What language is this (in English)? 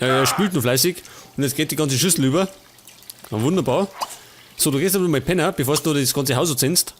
Bavarian